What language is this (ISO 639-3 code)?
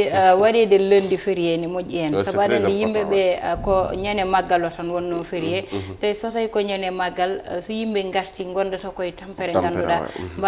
ful